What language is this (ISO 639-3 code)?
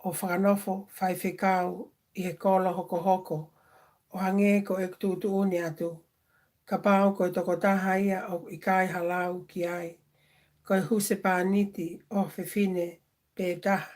ton